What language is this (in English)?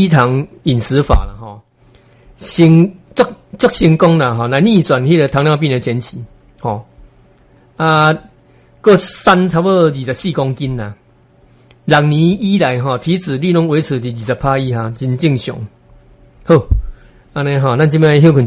Min Nan Chinese